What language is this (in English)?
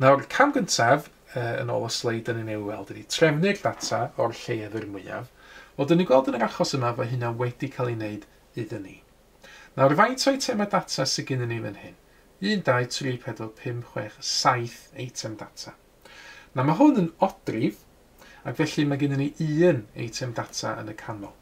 Welsh